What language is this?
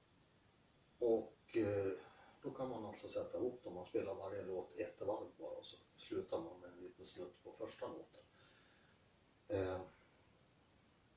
Swedish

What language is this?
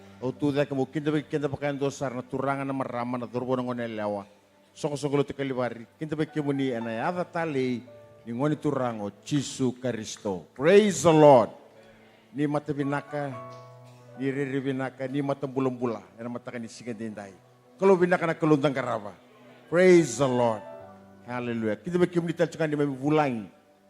Fijian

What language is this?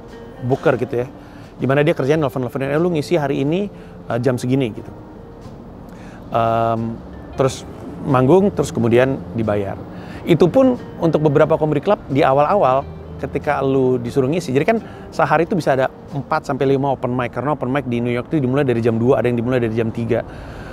Indonesian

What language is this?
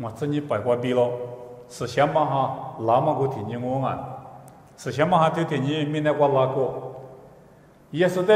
Lisu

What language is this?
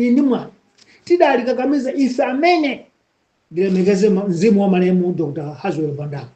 Nyanja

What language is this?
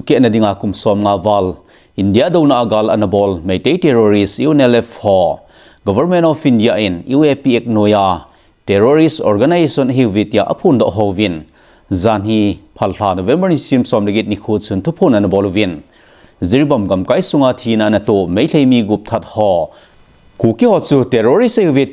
Thado Chin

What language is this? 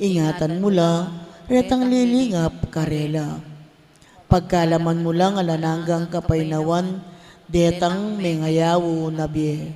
Pampanga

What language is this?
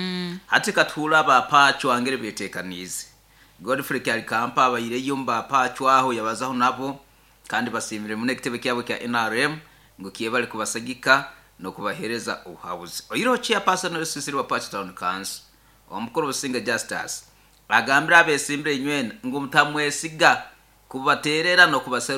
Nyoro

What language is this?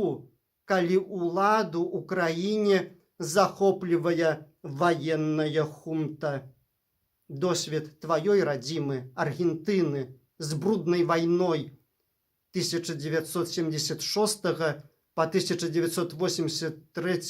Belarusian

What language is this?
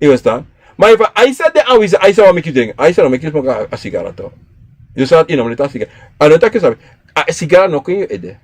Sranan Tongo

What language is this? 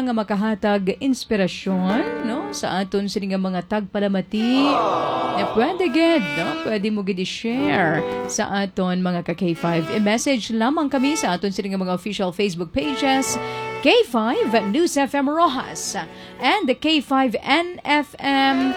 Hiligaynon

